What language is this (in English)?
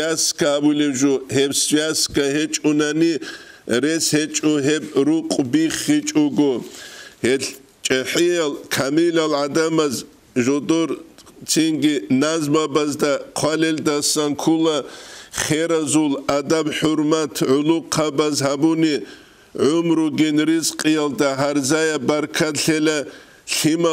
Avaric